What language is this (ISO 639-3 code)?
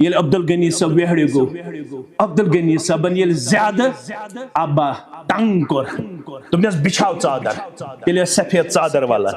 kas